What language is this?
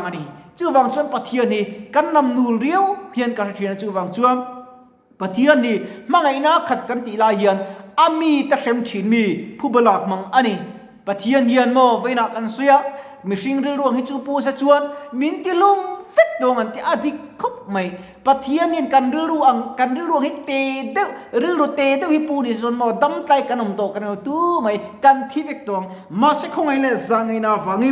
Mizo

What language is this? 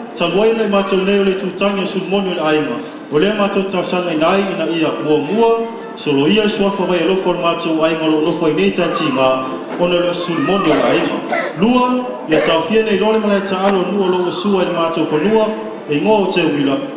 Samoan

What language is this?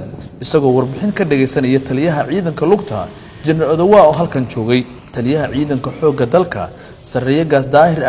Somali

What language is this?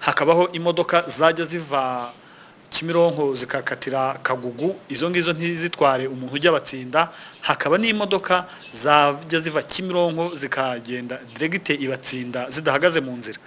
Kinyarwanda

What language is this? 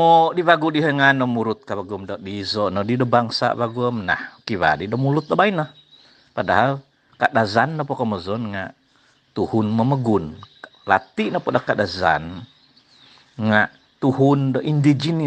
Central Dusun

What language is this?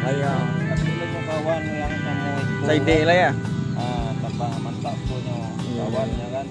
Minangkabau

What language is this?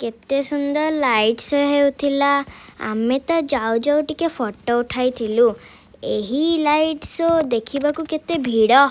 Odia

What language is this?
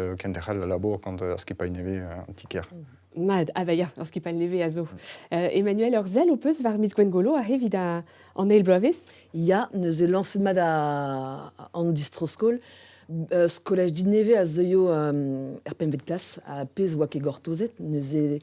Breton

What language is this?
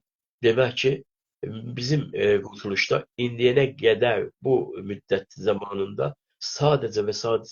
South Azerbaijani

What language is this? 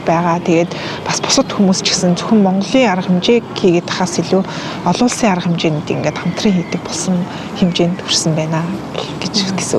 Mongolian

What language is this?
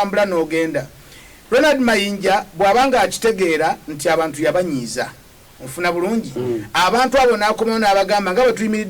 Ganda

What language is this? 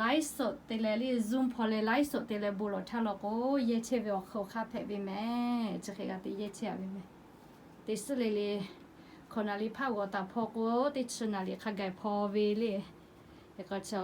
Lahu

